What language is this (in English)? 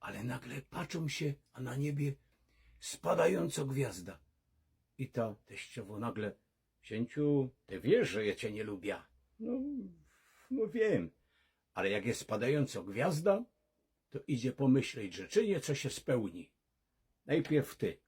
Silesian